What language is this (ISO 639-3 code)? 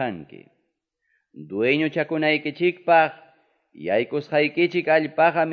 que